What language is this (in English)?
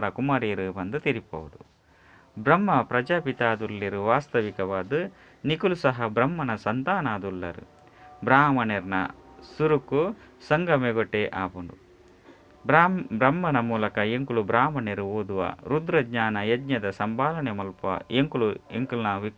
Tulu